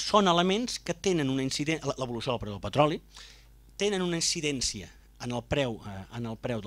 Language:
Catalan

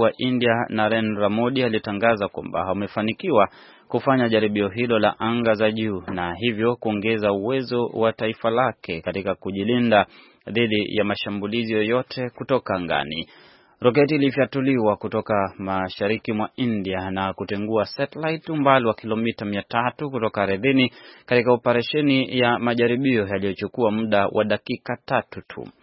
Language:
Swahili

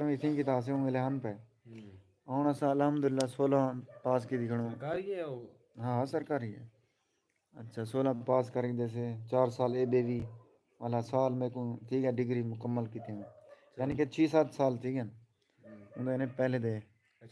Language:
Saraiki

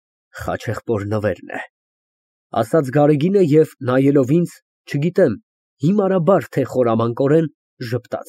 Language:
Armenian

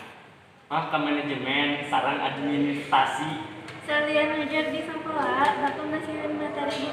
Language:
Sundanese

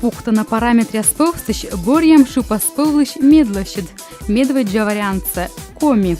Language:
Komi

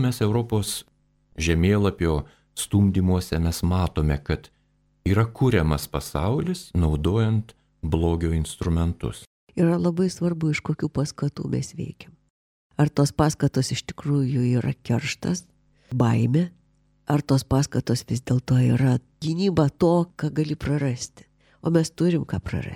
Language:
Lithuanian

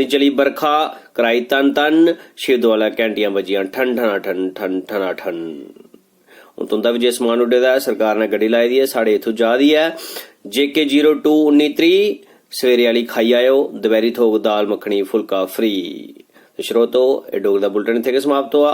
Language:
Dogri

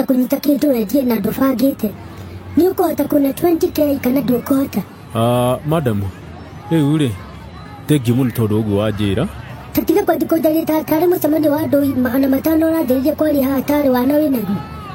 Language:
Kikuyu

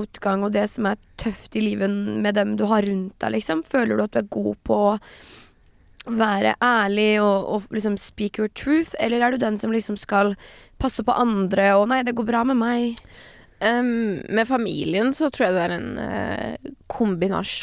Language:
Norwegian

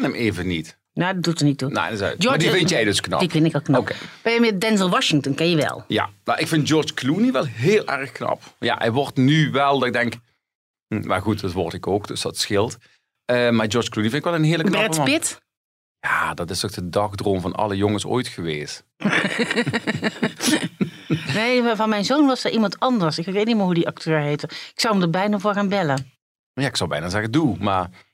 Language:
Dutch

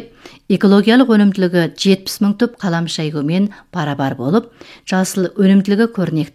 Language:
Kazakh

